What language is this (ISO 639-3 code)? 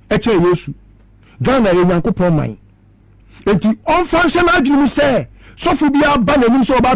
aka